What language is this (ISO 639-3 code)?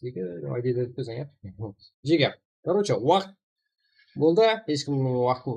kaa